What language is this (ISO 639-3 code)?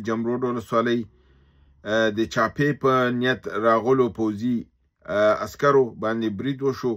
pus